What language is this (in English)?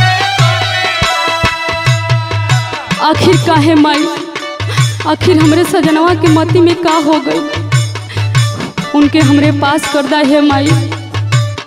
Bhojpuri